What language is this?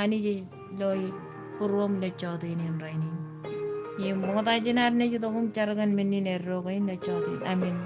Marshallese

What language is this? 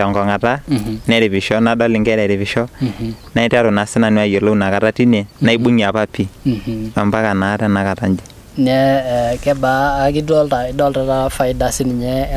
Masai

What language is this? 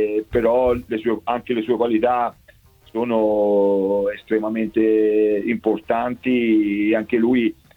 Italian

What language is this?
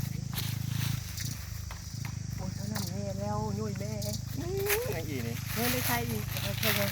Northeastern Thai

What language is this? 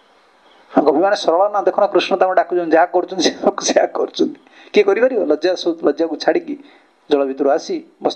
Odia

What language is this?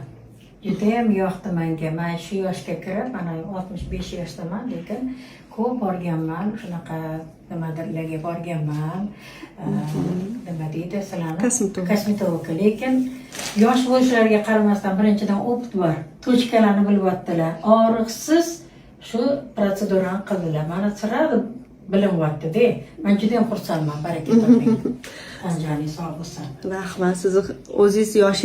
Uzbek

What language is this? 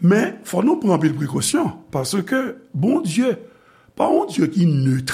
Haitian Creole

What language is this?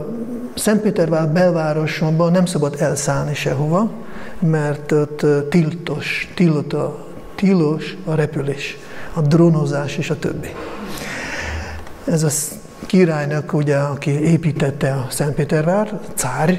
Hungarian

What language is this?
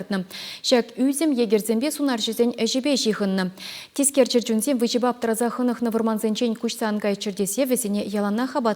Chuvash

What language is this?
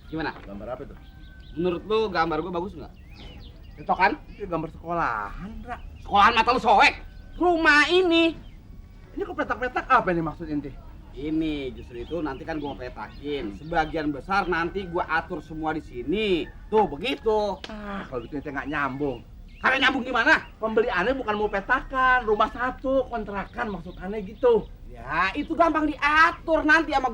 Betawi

